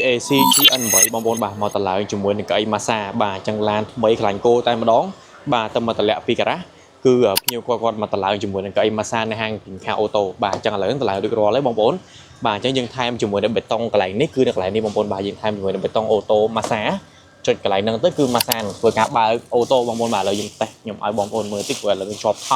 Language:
Khmer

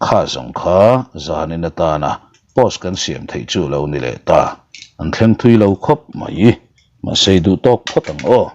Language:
Mizo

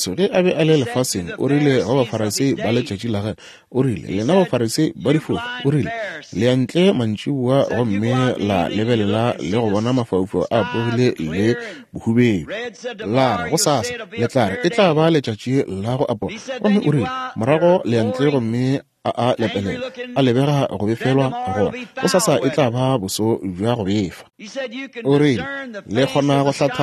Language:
Northern Sotho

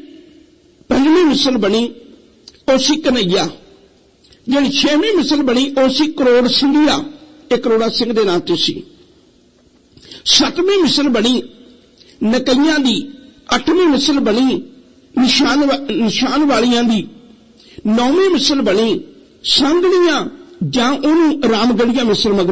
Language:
Punjabi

